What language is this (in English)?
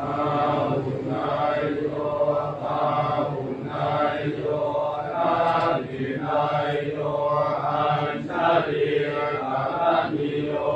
Pali